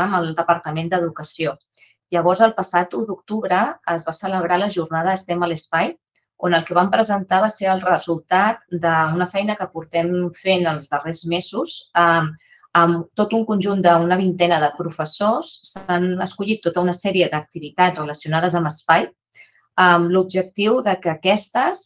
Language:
Catalan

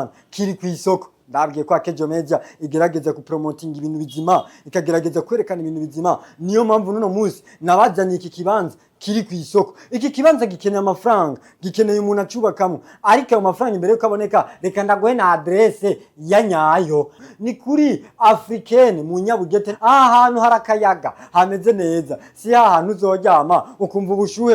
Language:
Rundi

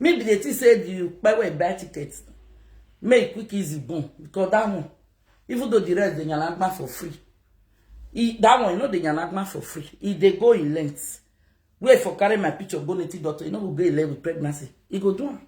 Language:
Nigerian Pidgin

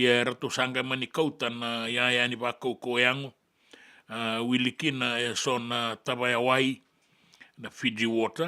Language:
Fijian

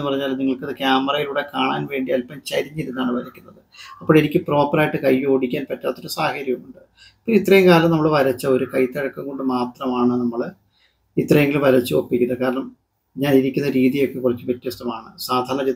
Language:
Malayalam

